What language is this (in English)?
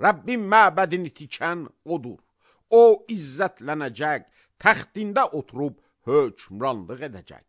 Azerbaijani